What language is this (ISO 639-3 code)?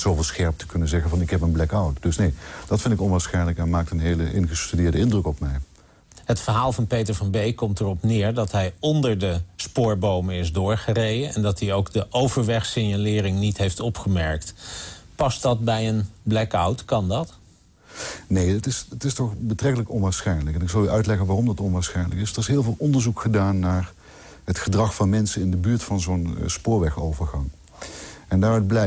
nld